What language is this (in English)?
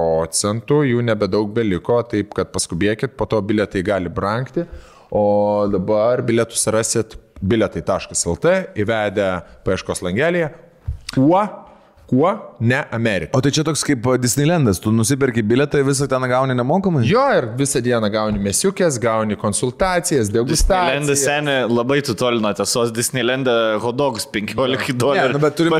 Lithuanian